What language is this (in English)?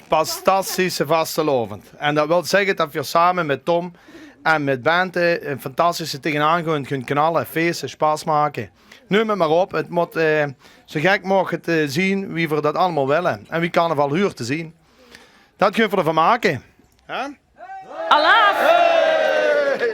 Limburgish